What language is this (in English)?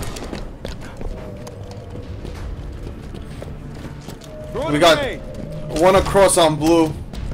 English